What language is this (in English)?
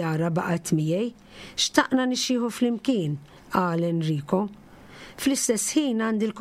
Maltese